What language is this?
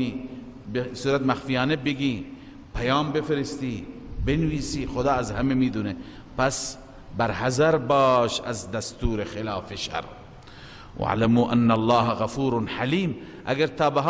Persian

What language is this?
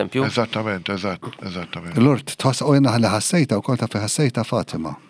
Maltese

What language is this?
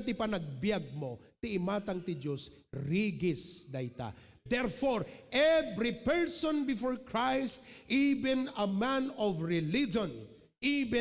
Iloko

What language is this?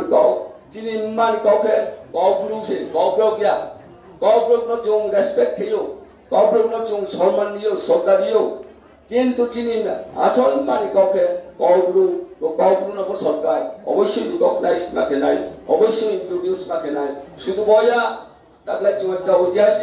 Riang (India)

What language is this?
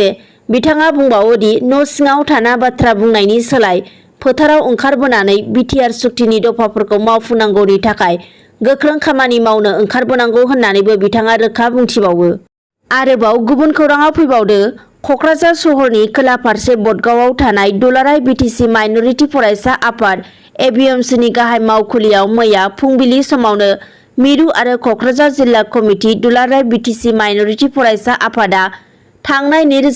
Bodo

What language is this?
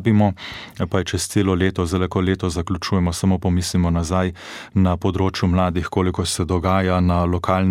Slovenian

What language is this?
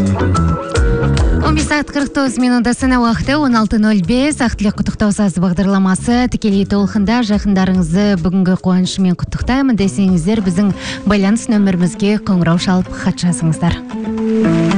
Kazakh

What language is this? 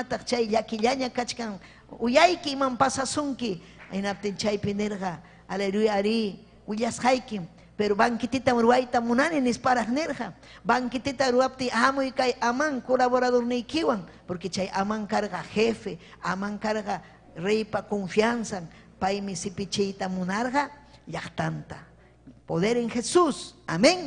Ayacucho Quechua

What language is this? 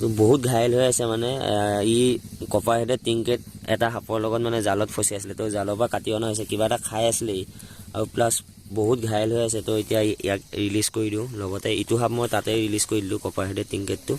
Assamese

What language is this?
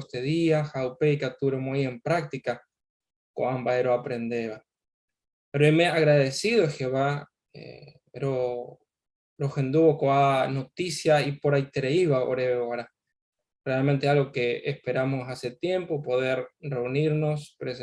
Guarani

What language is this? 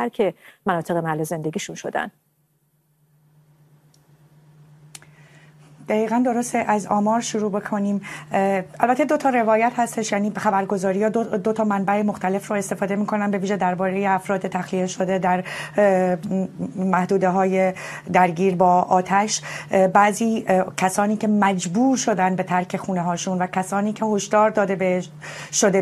Persian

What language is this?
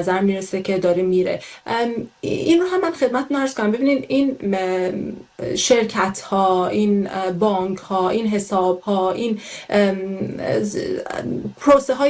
Persian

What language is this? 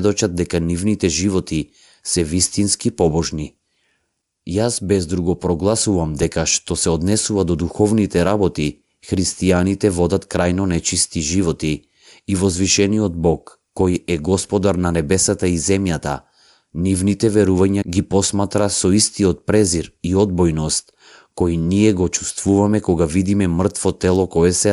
Macedonian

